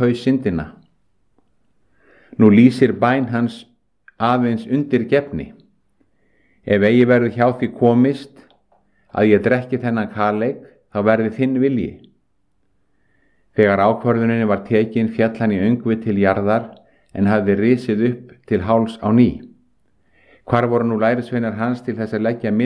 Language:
Icelandic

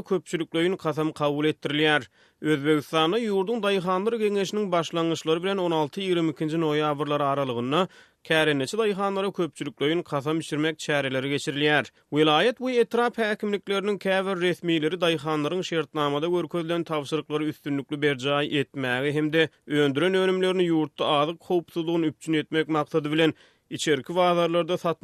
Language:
Turkmen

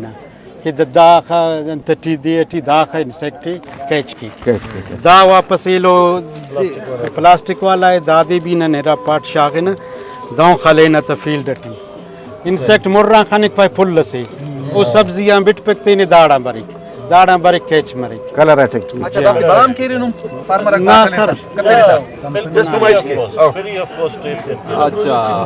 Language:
Brahui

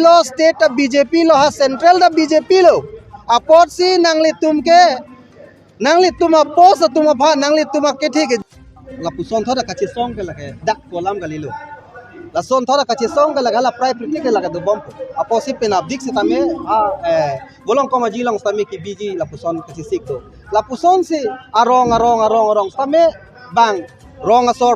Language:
Karbi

